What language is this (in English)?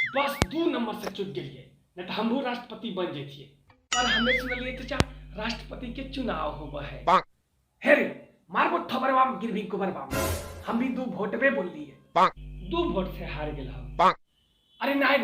Magahi